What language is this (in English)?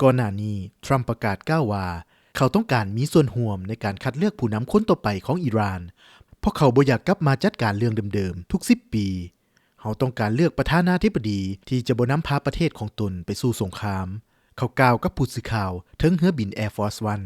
Lao